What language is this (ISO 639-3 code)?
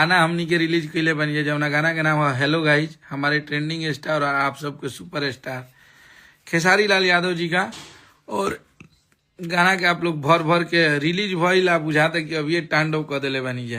bho